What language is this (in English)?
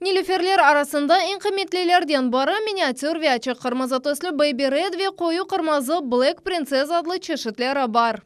Crimean Tatar